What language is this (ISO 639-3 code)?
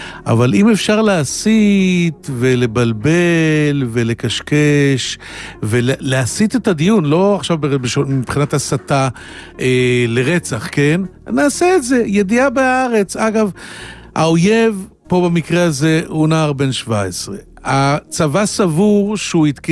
heb